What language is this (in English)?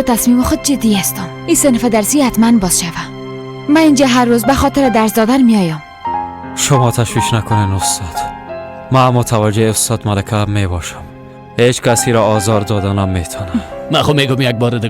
Persian